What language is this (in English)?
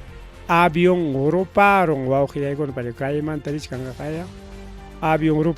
Ayacucho Quechua